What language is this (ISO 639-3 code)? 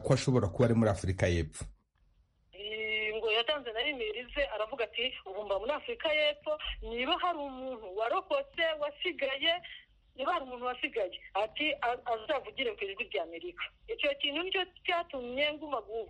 kin